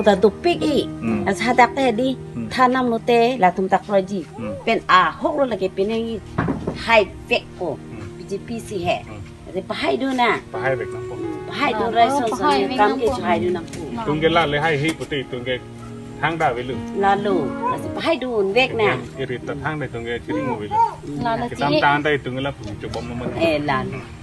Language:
Karbi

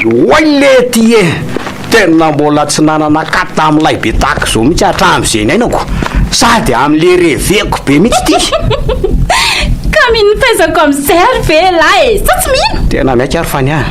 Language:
Malagasy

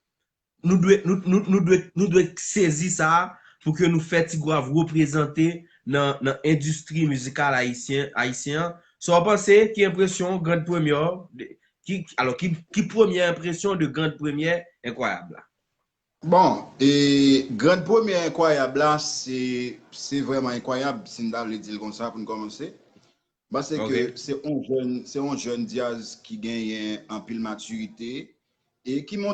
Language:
Haitian Creole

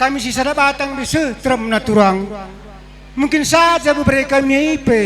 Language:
Batak Karo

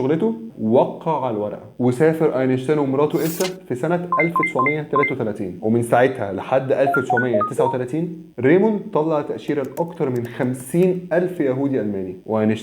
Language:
Egyptian Arabic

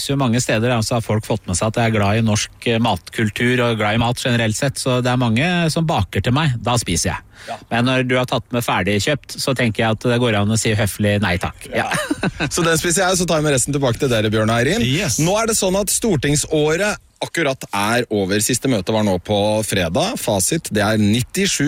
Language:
Norwegian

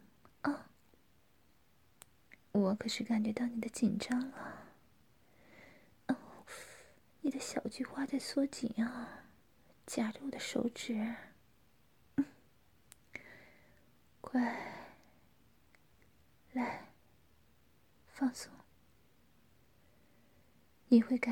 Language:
Chinese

